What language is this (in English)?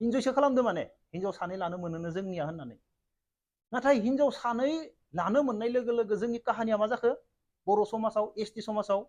Bodo